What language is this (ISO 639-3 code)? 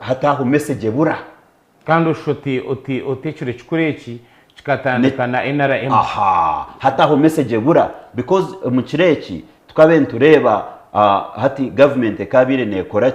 nyn